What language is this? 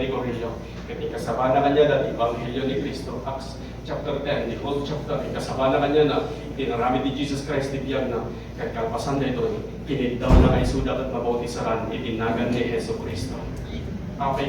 Iloko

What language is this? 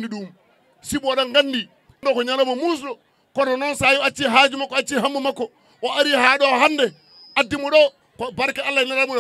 Fula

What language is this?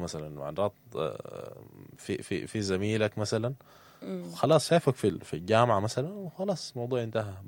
Sudanese Arabic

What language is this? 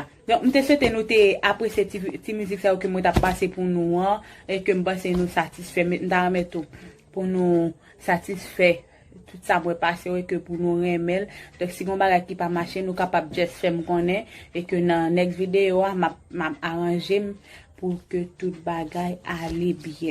Haitian Creole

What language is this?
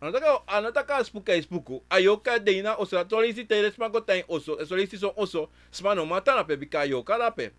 Sranan Tongo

